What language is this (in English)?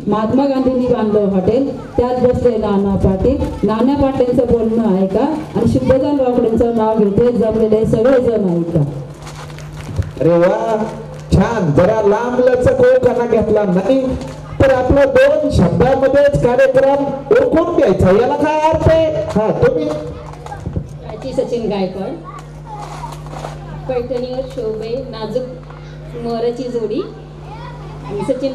Marathi